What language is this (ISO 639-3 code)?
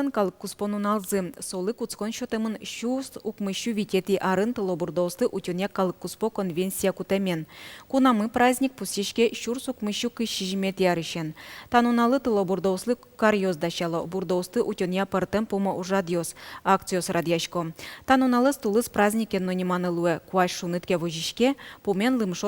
udm